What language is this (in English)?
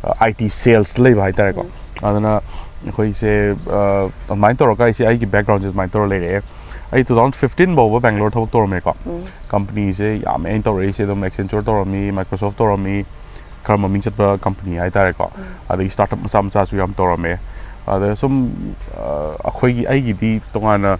Manipuri